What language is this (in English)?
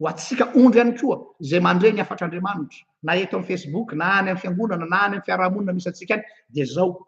Malagasy